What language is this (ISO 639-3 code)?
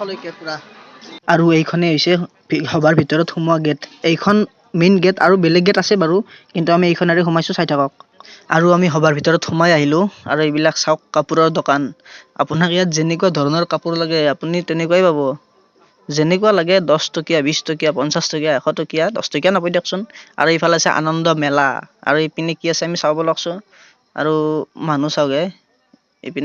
asm